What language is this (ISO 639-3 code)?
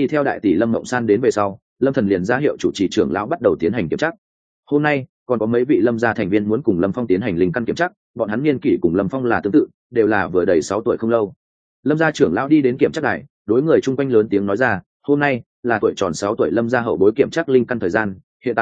vie